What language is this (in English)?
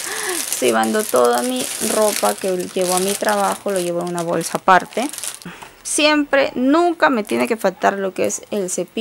Spanish